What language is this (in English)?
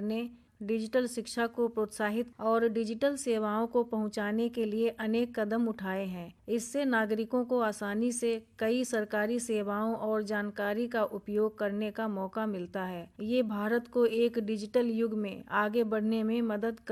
Hindi